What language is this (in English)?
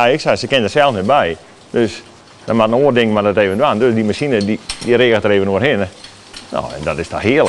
Western Frisian